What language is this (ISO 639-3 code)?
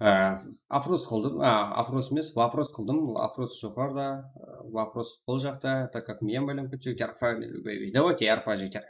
kaa